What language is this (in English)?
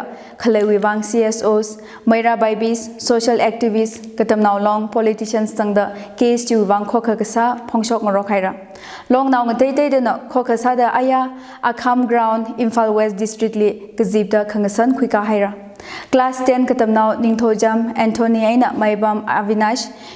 Tangkhul Naga (India)